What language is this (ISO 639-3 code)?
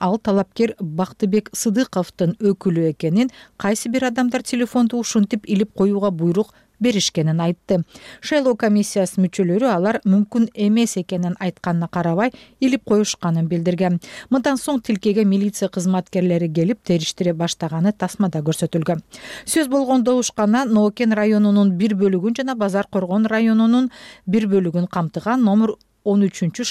kir